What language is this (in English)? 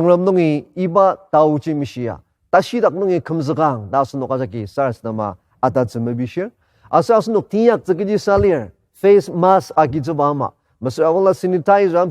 Ao Naga